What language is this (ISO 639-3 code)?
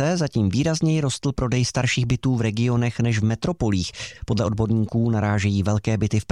ces